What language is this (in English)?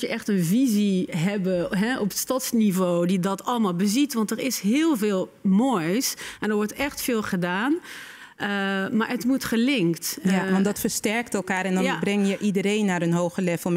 Dutch